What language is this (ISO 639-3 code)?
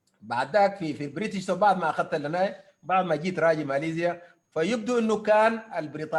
apd